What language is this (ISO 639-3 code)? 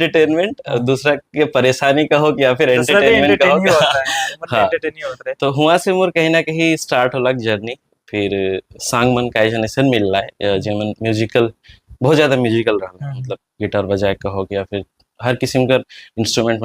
sck